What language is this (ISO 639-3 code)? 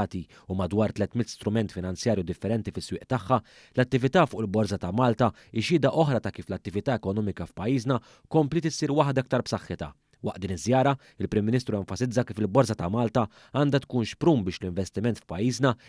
mlt